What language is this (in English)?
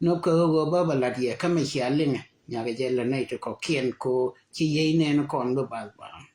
Nuer